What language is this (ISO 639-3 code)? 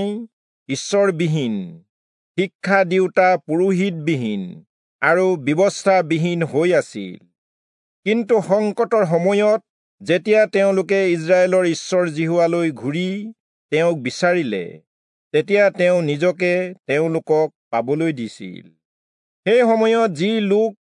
asm